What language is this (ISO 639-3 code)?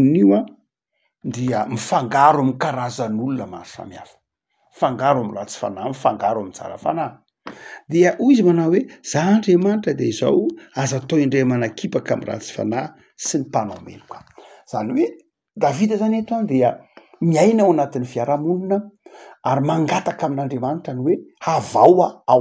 mlg